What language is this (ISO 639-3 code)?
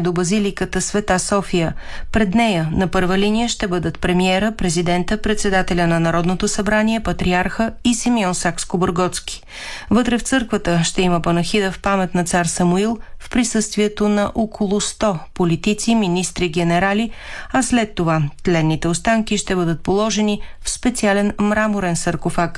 bul